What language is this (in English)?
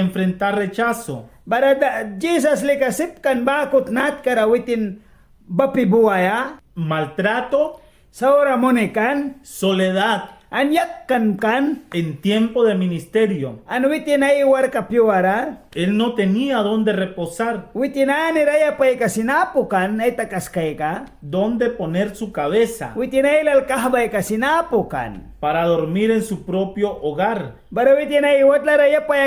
Mískito